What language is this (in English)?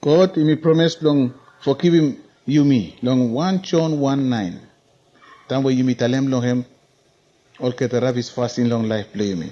Bislama